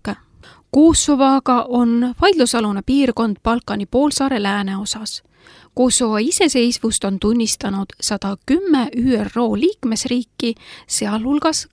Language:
Estonian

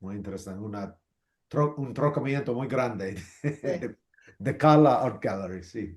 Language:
Ladino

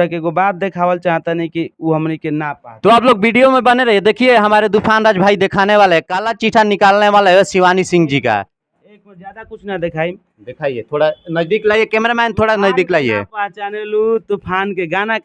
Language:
Bhojpuri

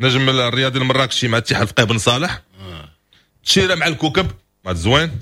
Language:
Moroccan Arabic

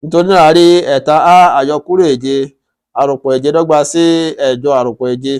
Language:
Yoruba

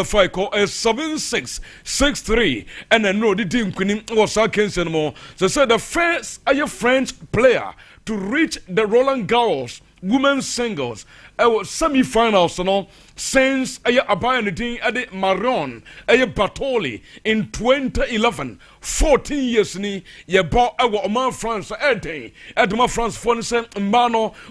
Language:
Akan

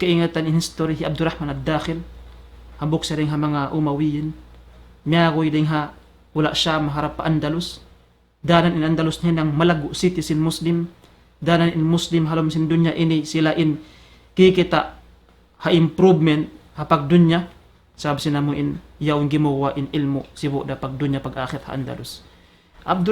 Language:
Tausug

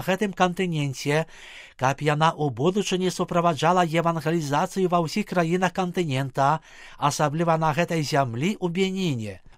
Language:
Belarusian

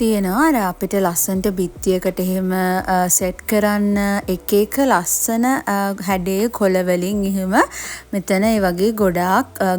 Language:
Sinhala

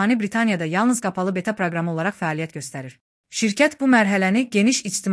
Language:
Azerbaijani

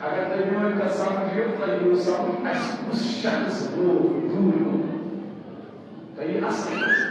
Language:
Kashmiri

